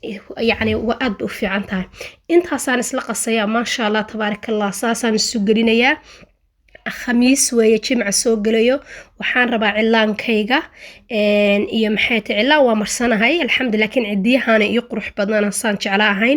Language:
Somali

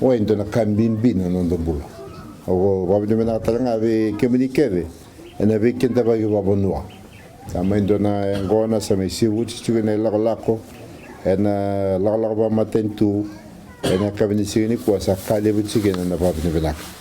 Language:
Fijian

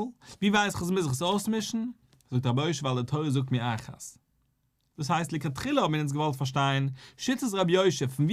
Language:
Yiddish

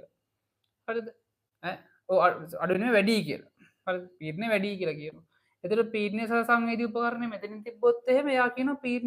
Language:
Sinhala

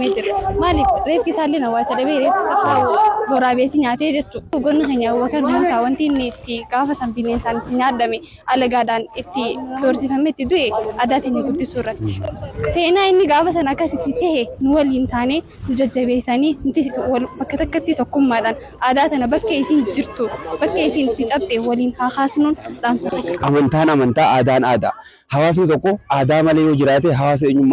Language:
Oromo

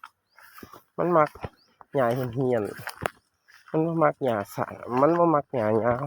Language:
Northeastern Thai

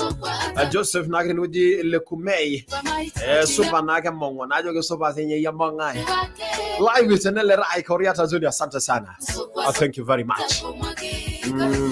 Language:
Masai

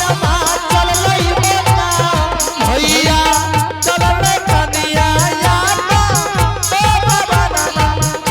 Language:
Angika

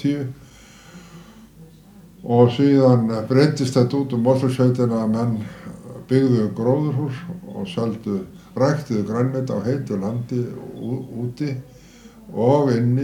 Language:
Icelandic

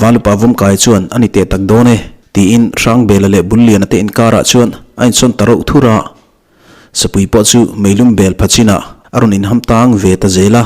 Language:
Mizo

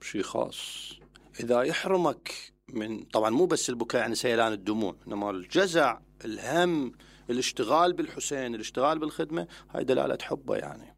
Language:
Mesopotamian Arabic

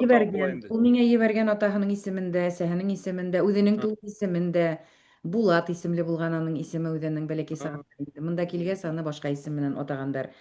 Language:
Bashkir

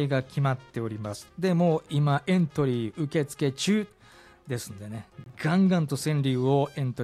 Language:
Japanese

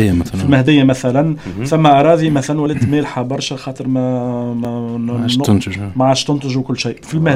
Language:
Tunisian Arabic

